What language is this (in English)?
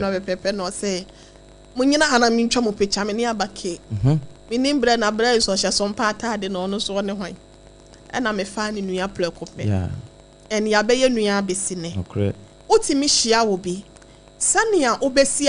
Akan